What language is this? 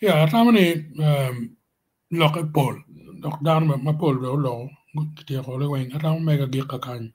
Acoli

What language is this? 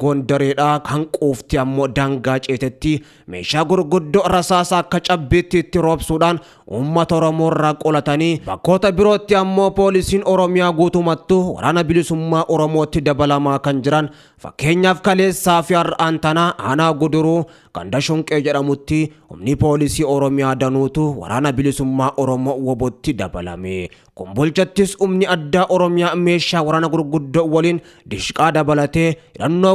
Oromo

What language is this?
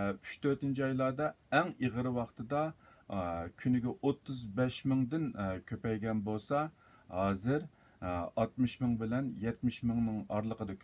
Uyghur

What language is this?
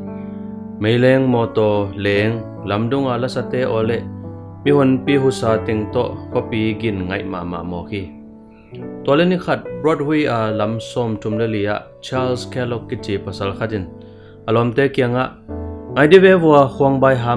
Tedim Chin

